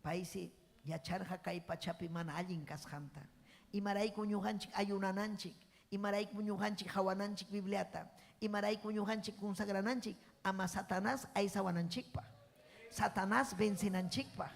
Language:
Ayacucho Quechua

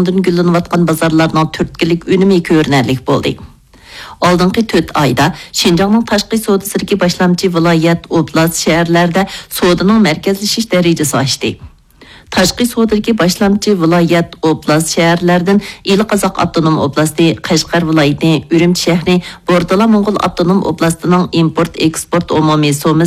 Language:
Uyghur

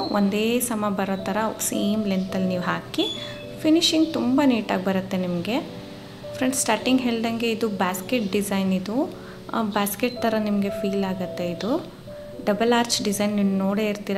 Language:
Kannada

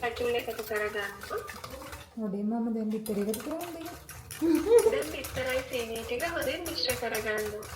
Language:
Sinhala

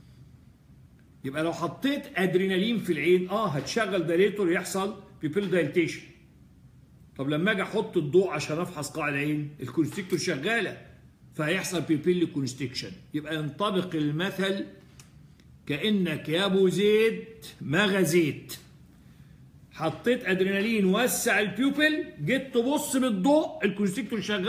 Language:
Egyptian Arabic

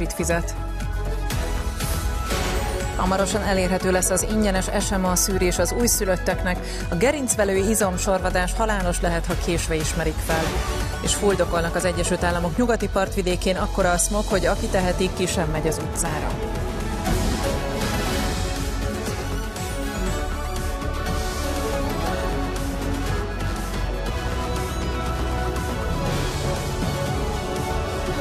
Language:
Hungarian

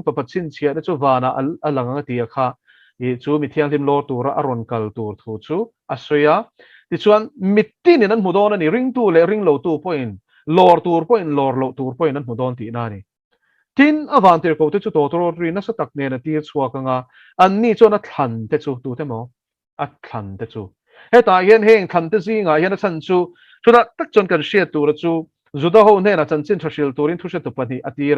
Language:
Mizo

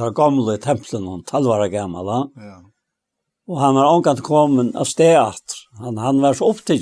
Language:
Faroese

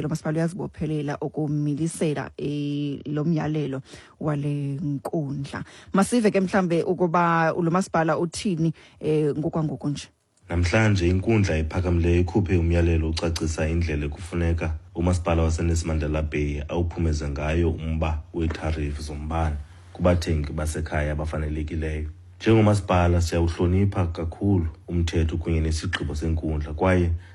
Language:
Xhosa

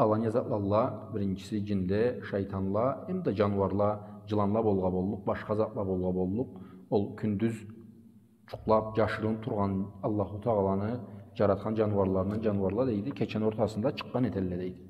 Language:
Karachay-Balkar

